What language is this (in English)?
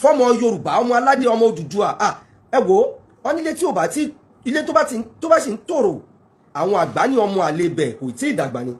Yoruba